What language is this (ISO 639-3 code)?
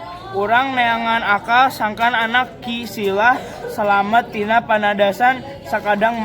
sun